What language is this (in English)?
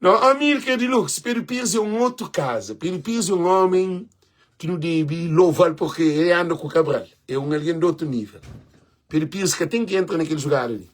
Kabuverdianu